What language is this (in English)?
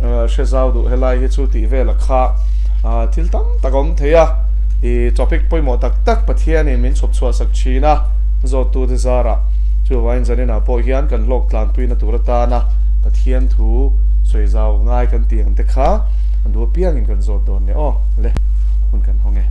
Mizo